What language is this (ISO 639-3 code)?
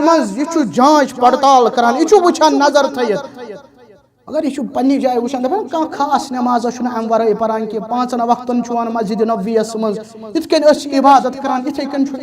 kas